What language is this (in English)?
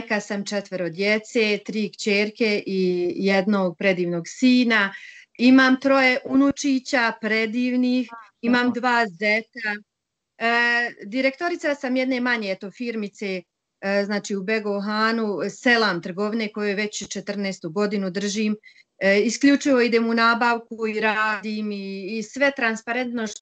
Bosnian